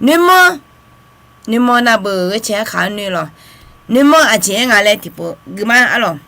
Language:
Akha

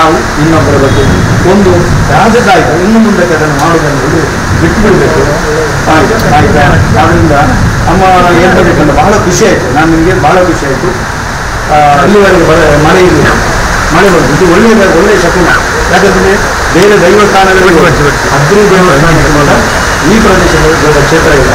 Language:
Kannada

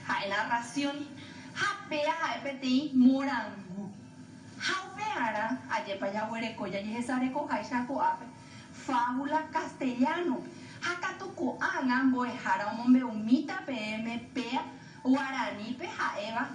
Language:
Guarani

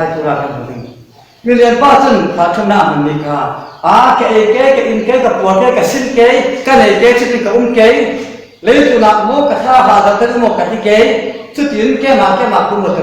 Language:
Falam Chin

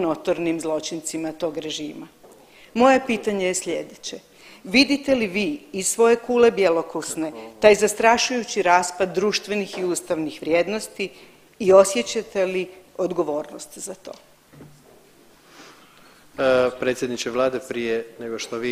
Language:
Croatian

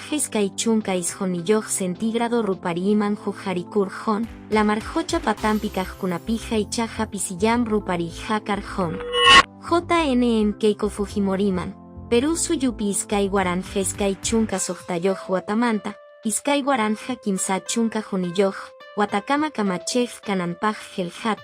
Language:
Quechua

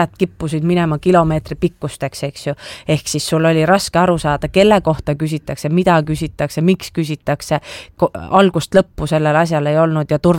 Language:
Estonian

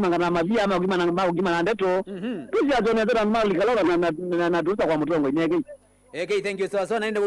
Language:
Kamba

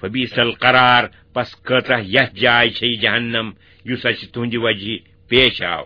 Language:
Kashmiri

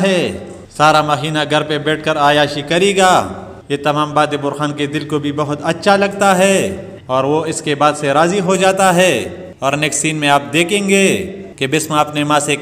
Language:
Urdu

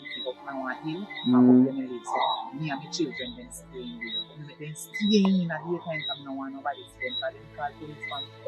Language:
Jamaican Creole English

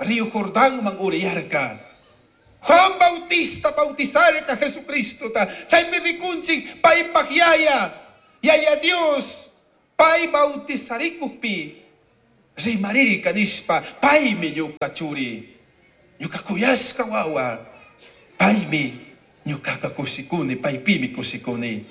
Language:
Chimborazo Highland Quichua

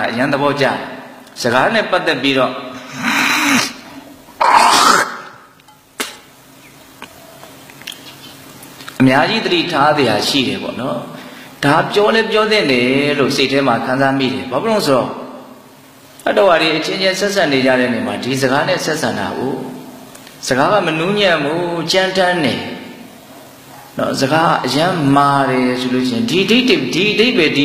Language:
Burmese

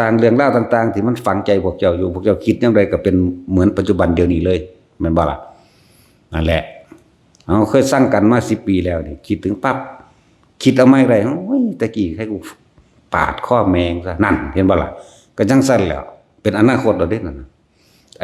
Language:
Lao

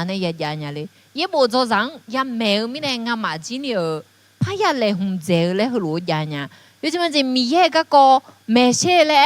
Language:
Akha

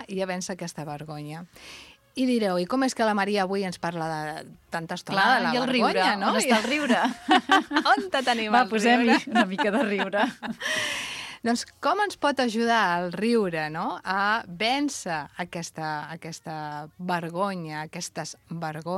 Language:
Catalan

